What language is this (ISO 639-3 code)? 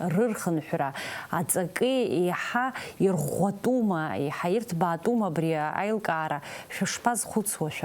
abk